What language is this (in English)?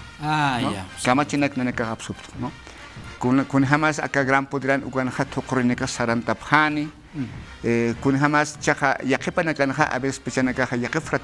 Aymara